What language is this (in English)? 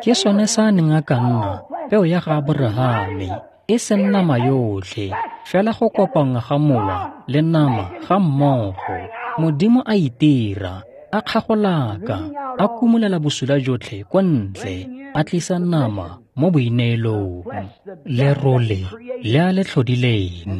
Tswana